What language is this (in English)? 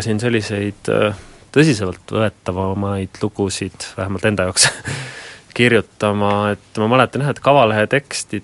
Estonian